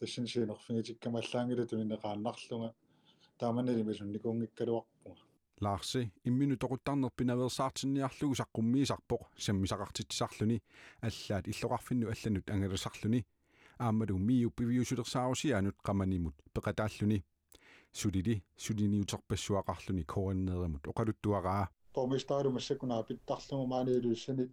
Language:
Kalaallisut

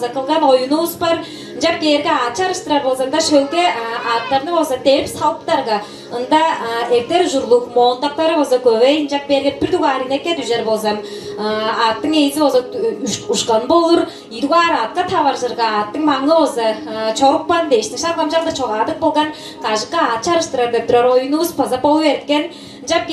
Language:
Tuvinian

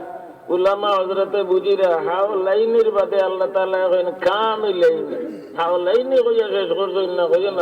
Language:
Sylheti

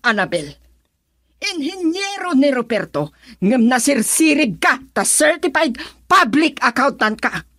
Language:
Iloko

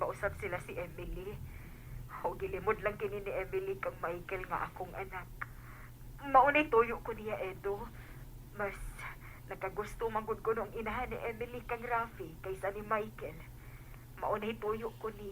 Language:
Cebuano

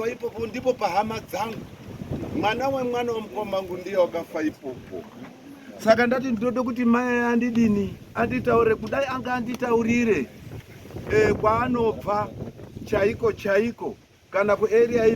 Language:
Shona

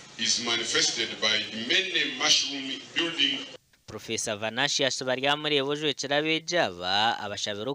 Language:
Nyankole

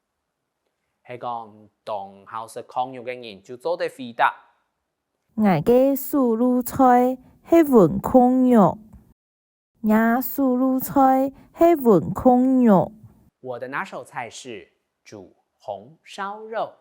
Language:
Hakka Chinese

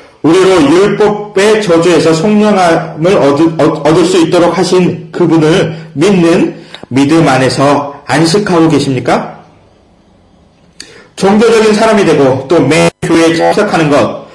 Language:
Korean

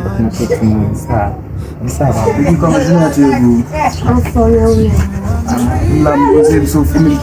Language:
Haitian Creole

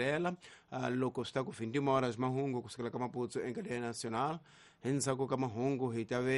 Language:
Tsonga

